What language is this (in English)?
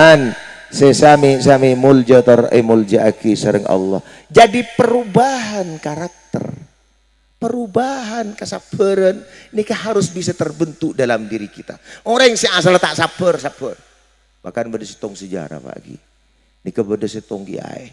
Madurese